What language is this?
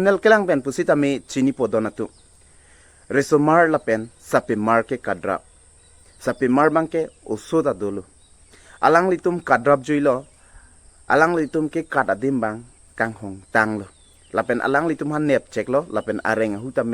Karbi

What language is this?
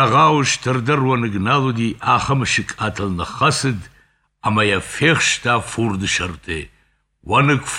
Ossetic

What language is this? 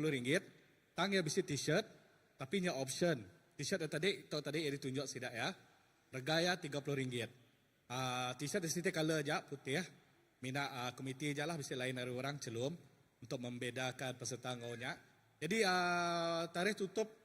Iban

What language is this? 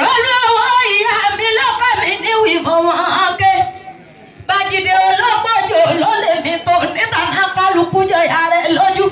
Yoruba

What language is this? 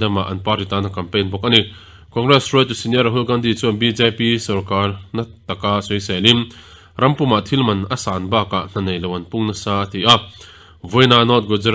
Mizo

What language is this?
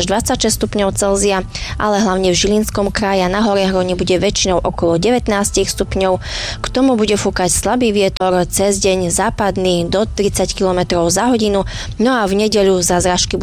Slovak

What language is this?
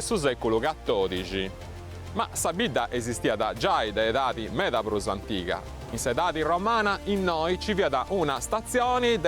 Sardinian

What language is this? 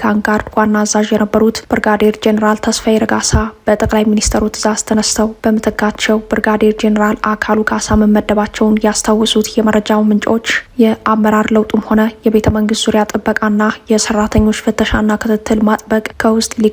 Amharic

